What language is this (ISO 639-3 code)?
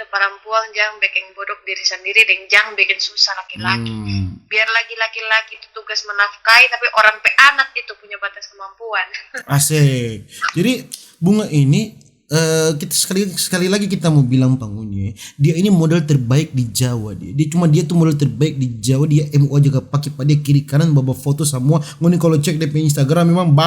xmm